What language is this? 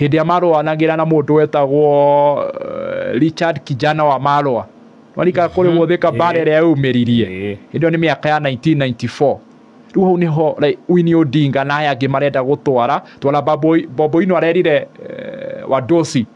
Kikuyu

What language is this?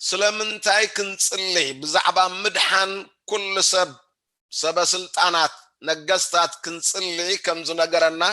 Tigrinya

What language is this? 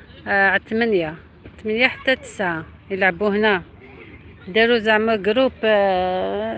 Algerian Arabic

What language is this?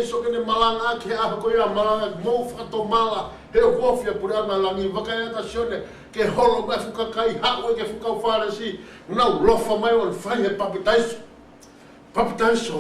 Tongan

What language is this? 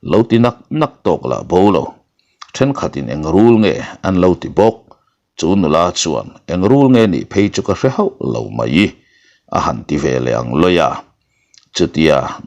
Mizo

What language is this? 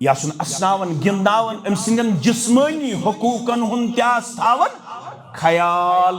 Kashmiri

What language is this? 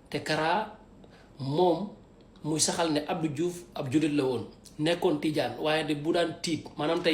Wolof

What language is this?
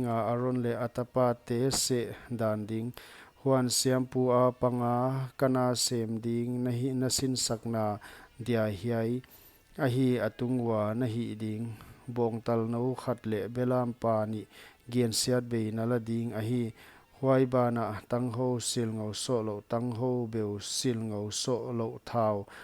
Paite Chin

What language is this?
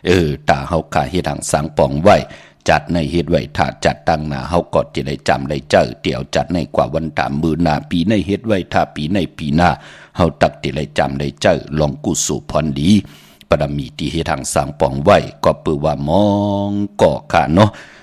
Shan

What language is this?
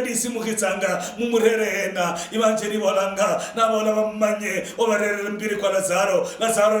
Luyia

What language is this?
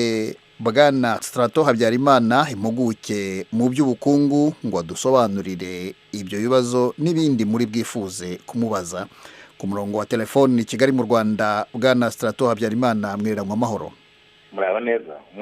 Kinyarwanda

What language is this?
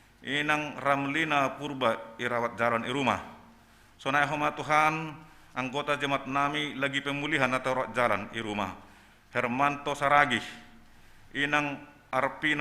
Batak Simalungun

